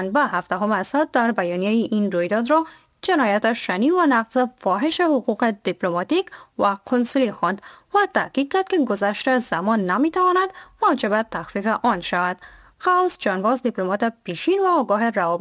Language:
Persian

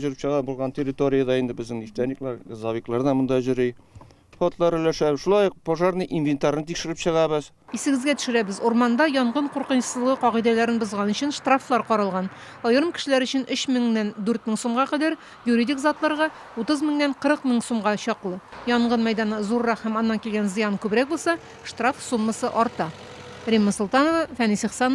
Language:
Tatar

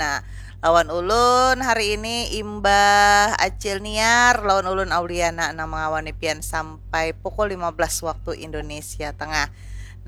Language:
Banjar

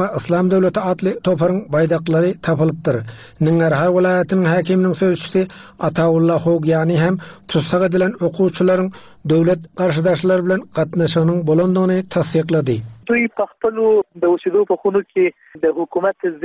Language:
Turkmen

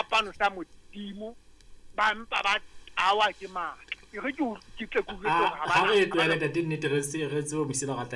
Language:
Southern Sotho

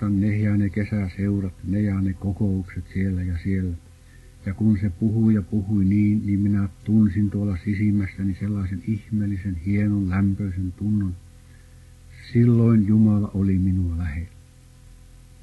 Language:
Finnish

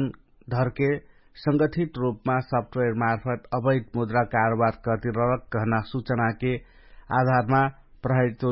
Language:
Dangaura Tharu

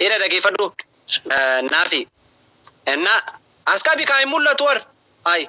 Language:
Oromo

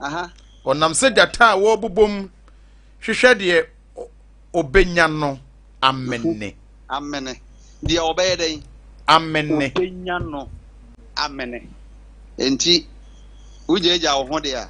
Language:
Akan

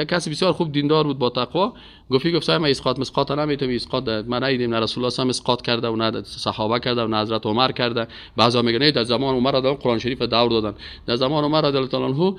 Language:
Persian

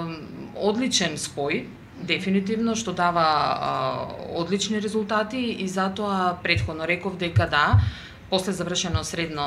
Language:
Macedonian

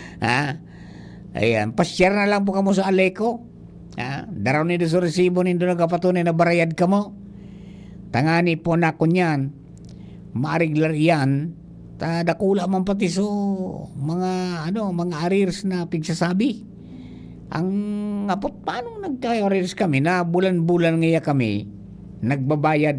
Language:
Bikol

